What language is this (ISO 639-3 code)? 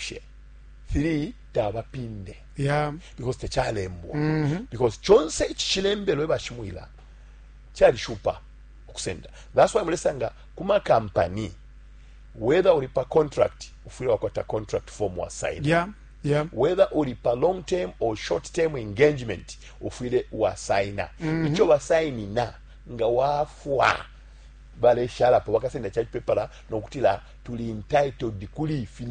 bem